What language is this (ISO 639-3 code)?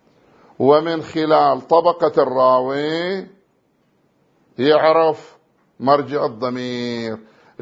ara